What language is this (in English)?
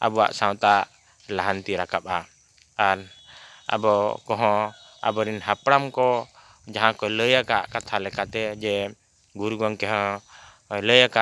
Santali